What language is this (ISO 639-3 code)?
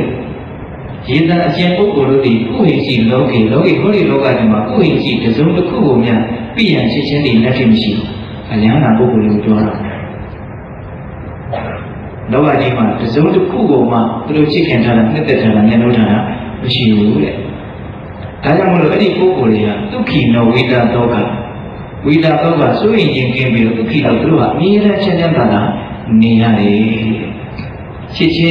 mya